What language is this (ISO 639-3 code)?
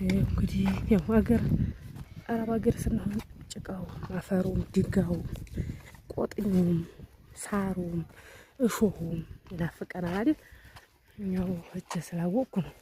amh